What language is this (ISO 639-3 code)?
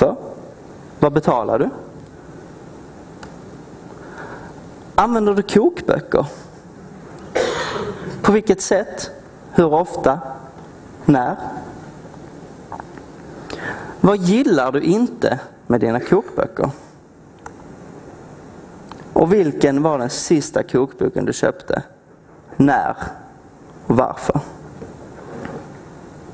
swe